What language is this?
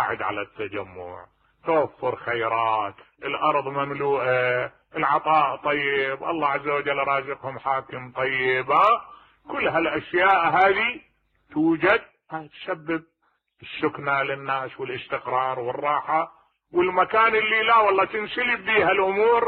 Mesopotamian Arabic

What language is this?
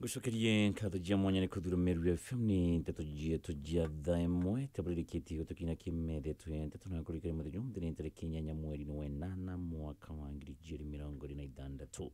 Meru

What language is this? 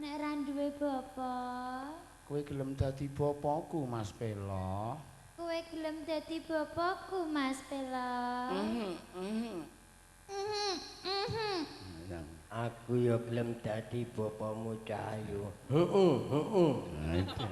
Javanese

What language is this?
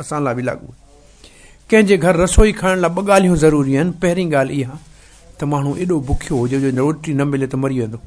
Sindhi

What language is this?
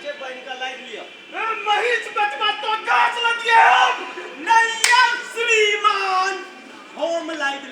Maithili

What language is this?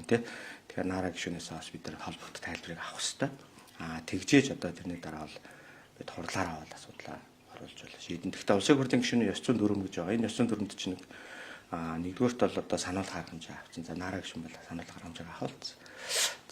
Mongolian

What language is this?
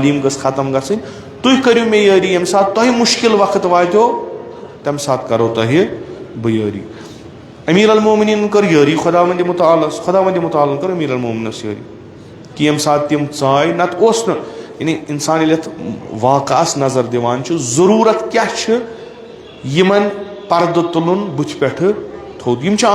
Kashmiri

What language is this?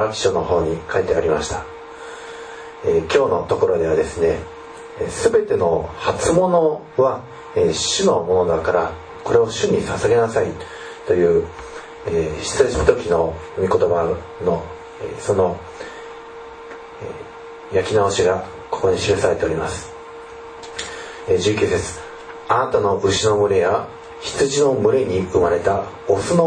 Japanese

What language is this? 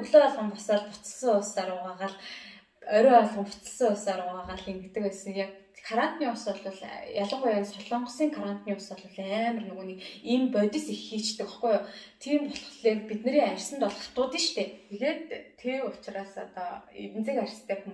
Mongolian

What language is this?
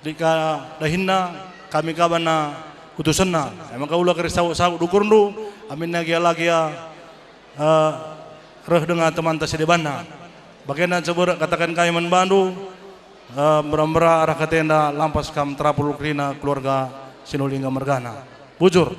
Batak Karo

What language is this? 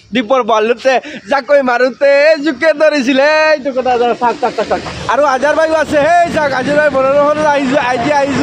Sylheti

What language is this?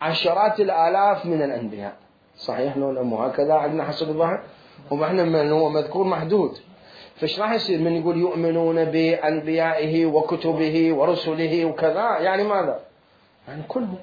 Mesopotamian Arabic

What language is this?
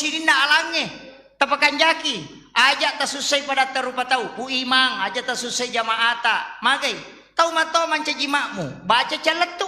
Buginese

